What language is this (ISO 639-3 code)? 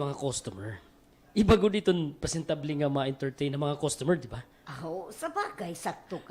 war